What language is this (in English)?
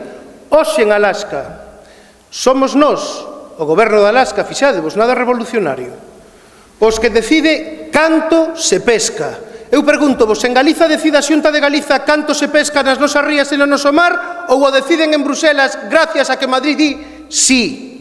Galician